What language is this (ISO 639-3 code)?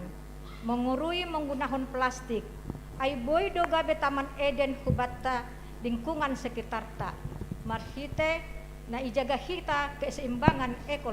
bts